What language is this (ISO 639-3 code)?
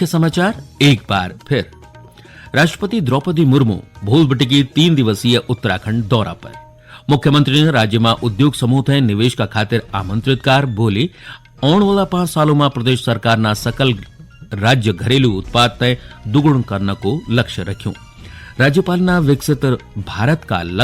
gbm